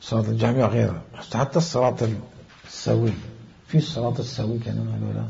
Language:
Mesopotamian Arabic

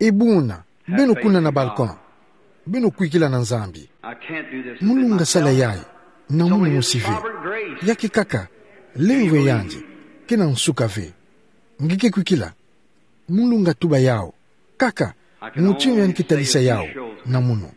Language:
Kituba (Democratic Republic of Congo)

